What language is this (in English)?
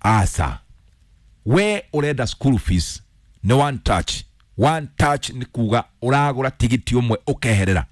Kikuyu